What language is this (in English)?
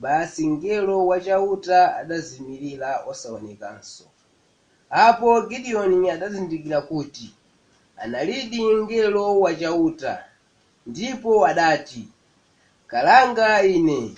Nyanja